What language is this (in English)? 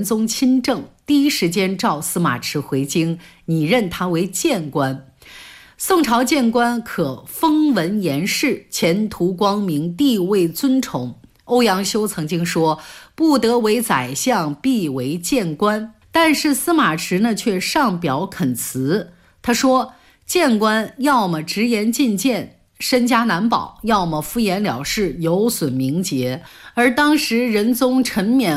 Chinese